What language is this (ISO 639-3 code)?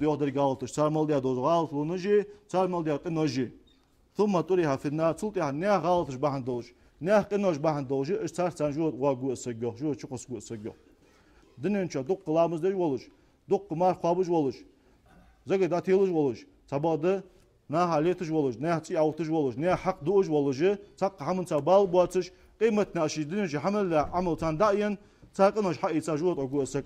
inh